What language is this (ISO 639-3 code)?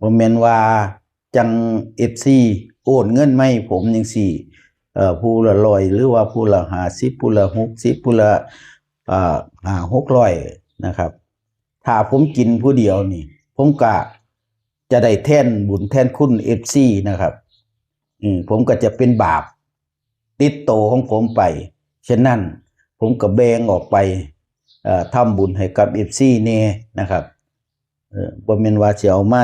tts